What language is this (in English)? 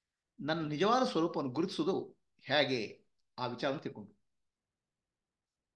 Kannada